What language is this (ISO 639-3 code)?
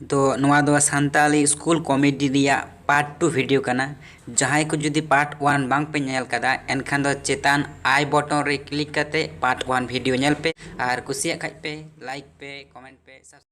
sat